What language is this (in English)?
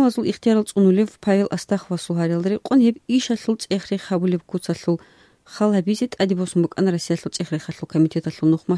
Avaric